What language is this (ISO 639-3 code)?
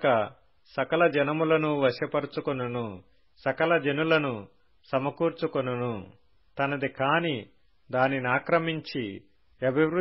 tel